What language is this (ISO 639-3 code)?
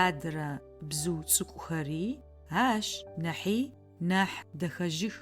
ady